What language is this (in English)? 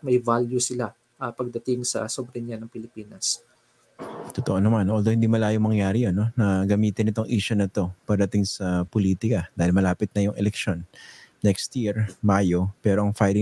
Filipino